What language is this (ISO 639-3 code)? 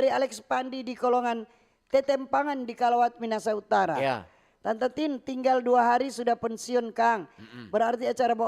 xmm